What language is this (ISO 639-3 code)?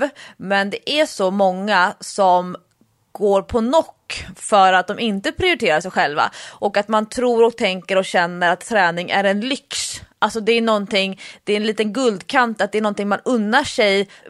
swe